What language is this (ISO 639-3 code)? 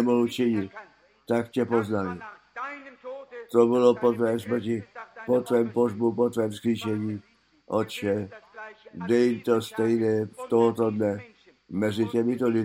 ces